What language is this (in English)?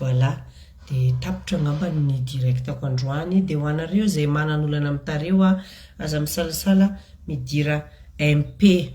Malagasy